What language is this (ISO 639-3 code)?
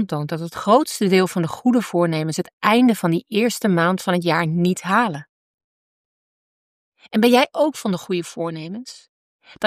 nld